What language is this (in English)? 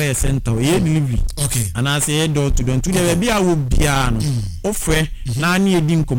Akan